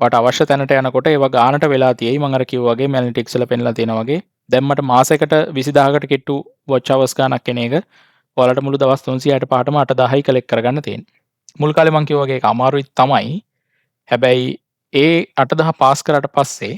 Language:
Sinhala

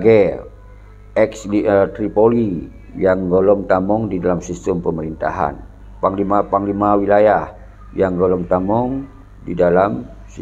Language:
Achinese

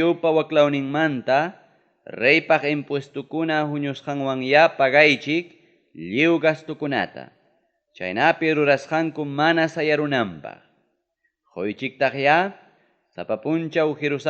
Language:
Ayacucho Quechua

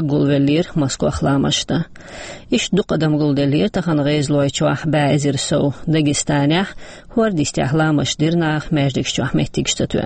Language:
Chechen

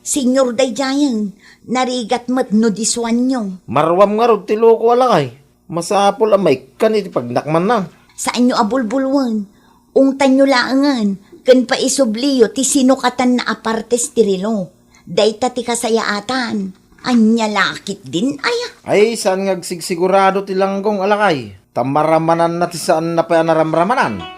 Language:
Iloko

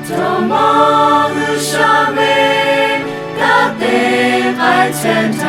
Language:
Lahu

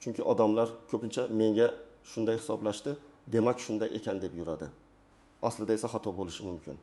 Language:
Uzbek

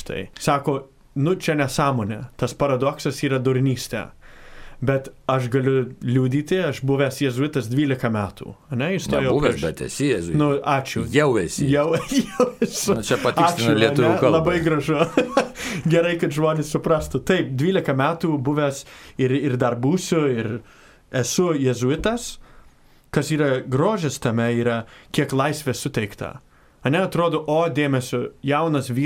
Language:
Lithuanian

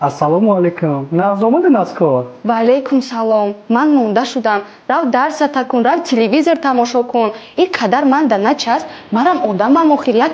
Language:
Tajik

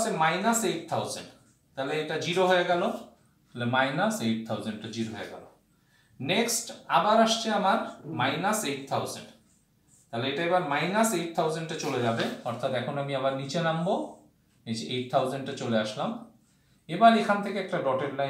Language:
Bangla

